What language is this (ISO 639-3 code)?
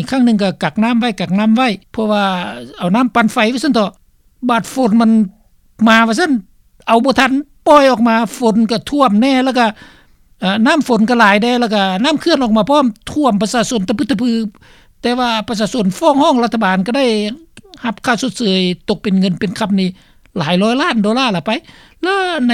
lao